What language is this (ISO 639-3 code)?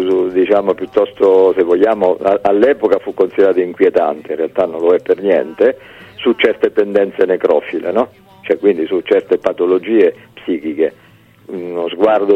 ita